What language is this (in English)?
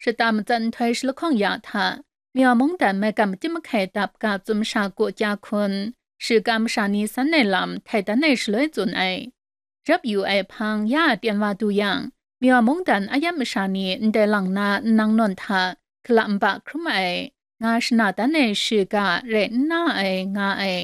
Kachin